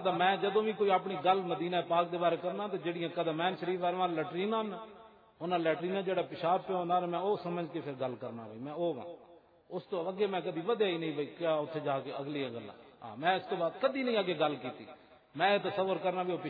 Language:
Western Panjabi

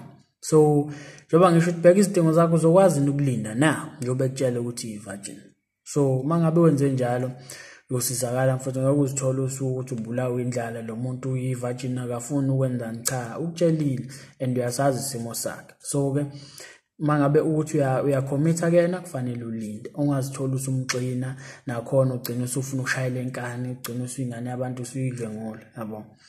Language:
Zulu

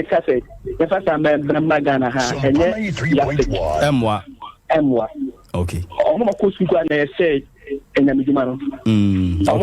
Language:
Akan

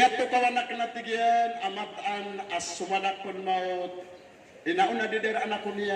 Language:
Maranao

